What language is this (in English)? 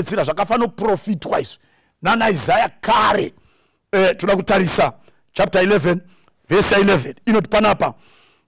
Shona